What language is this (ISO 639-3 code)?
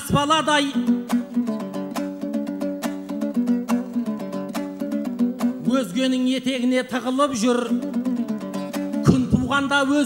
kaz